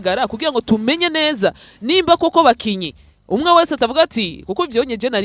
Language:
Rundi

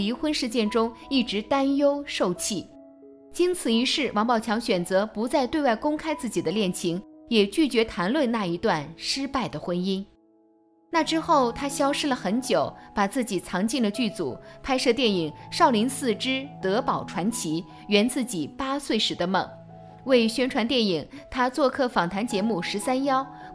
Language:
Chinese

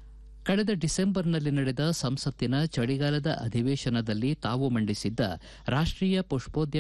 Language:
Kannada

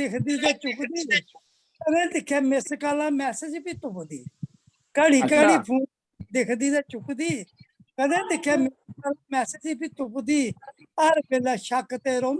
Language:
Dogri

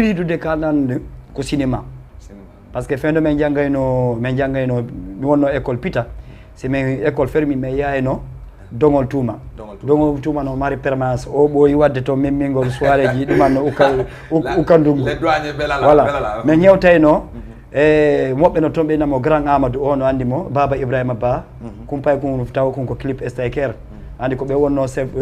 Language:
Fula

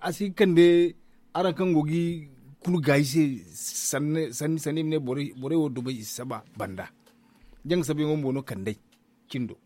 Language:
Zarma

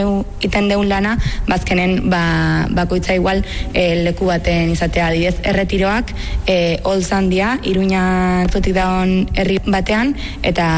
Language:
Basque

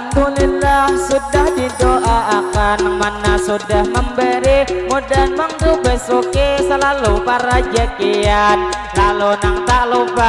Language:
Banjar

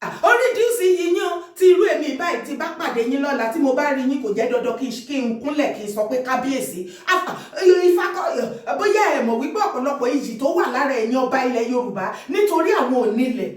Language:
Yoruba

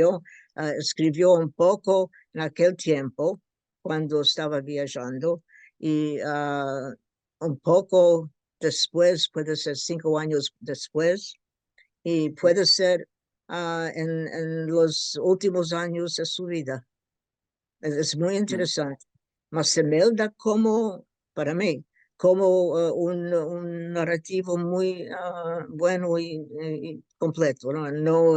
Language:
Ladino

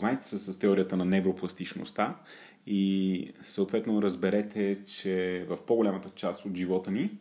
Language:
Bulgarian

